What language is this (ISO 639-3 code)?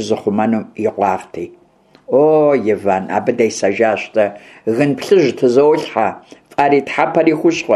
kbd